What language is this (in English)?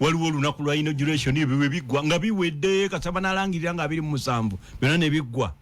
Ganda